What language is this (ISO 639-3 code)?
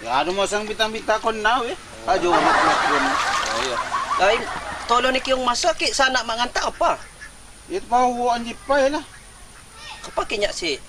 ljp